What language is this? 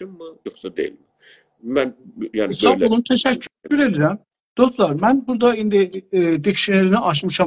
South Azerbaijani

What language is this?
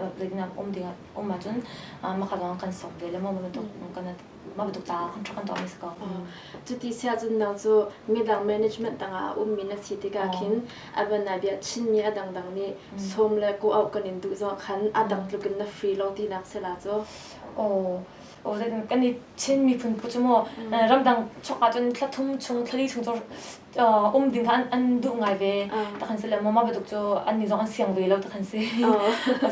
Hakha Chin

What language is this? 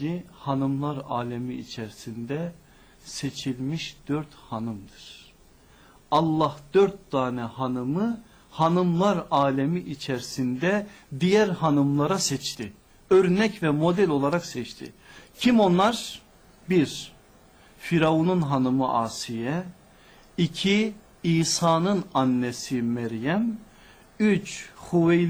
Turkish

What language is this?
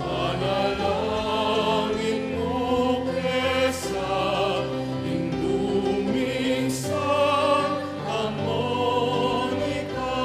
Pampanga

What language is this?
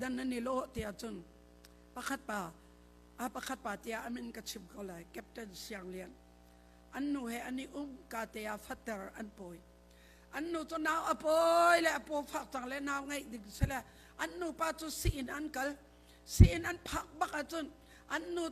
Hakha Chin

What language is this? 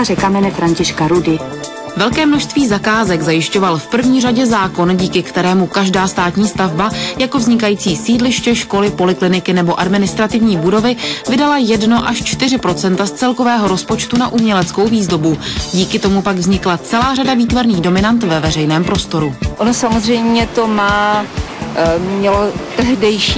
Czech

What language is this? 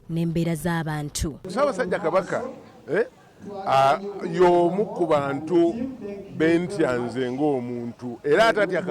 Ganda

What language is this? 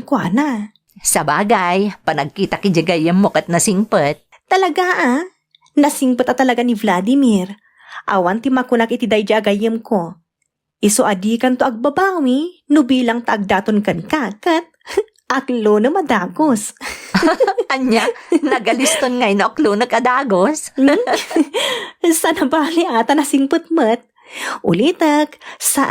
Iloko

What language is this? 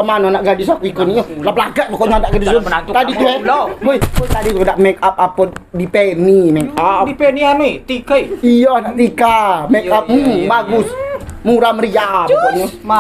Musi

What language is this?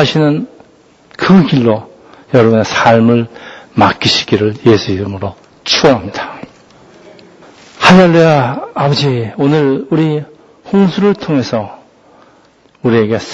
Korean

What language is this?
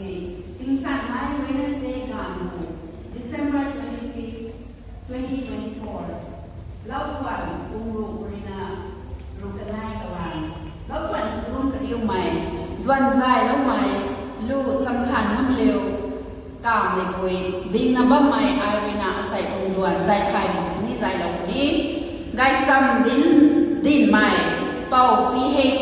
Rongmei Naga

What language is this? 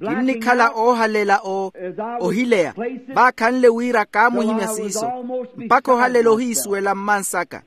Makhuwa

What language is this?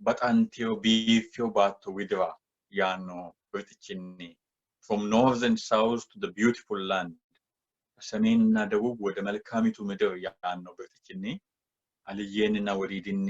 Sidamo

